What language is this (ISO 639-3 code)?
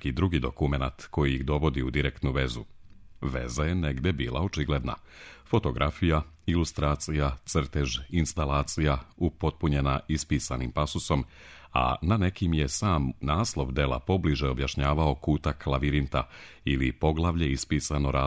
srp